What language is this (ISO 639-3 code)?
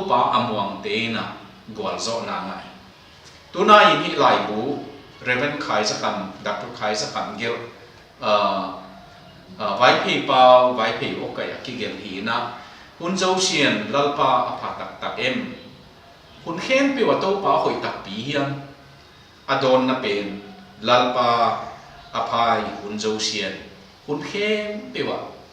ctd